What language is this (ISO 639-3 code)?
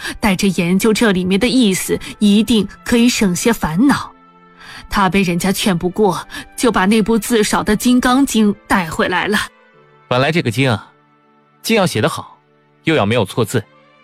zho